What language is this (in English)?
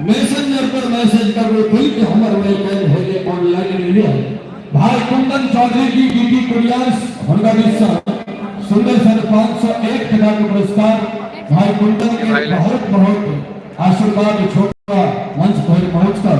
Maithili